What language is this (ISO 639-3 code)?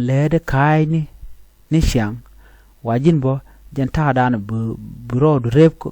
nus